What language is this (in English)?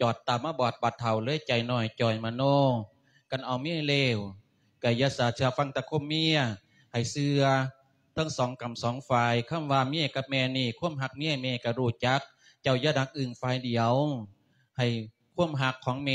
Lao